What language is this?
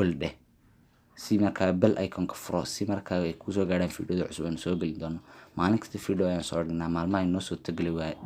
Somali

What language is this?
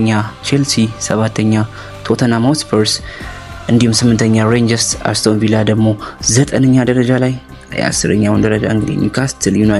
Amharic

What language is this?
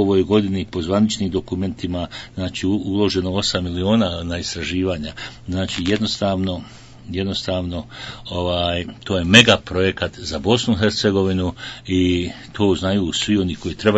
Bosnian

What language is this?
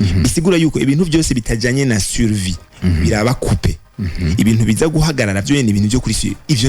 Rundi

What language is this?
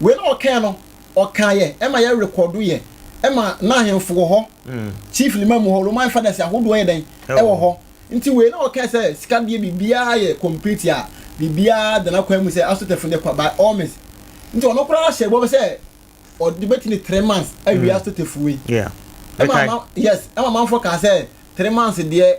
Akan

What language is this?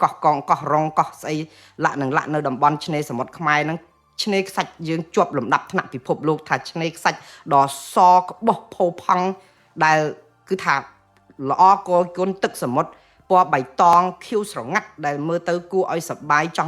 Khmer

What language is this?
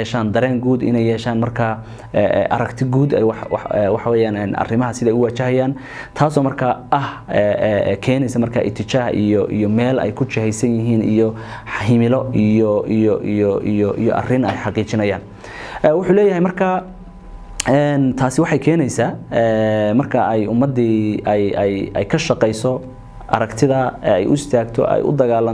Somali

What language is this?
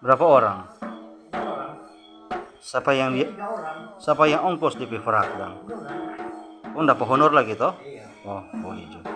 Manado Malay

